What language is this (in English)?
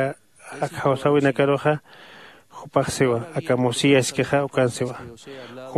Aymara